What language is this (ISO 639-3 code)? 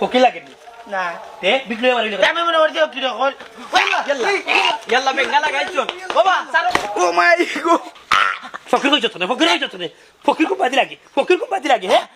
syl